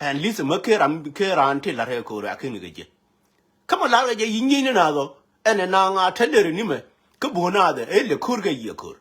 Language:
Nuer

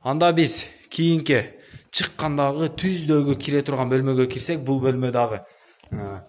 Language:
Kyrgyz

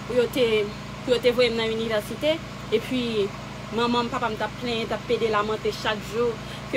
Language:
Haitian Creole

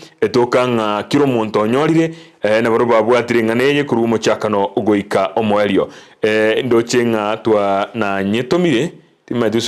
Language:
Gusii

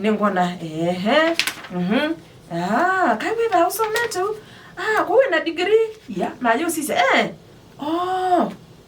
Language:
Kamba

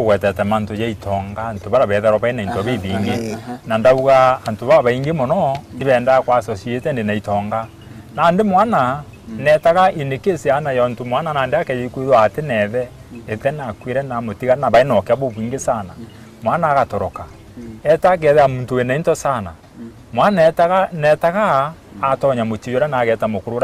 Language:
Meru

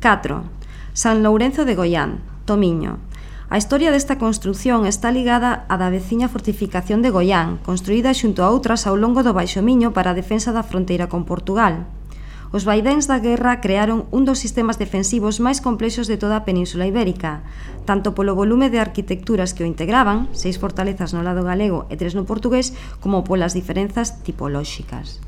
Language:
Galician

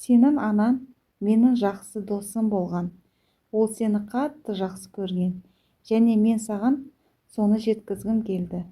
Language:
Kazakh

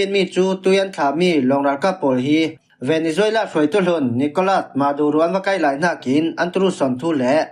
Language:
Falam Chin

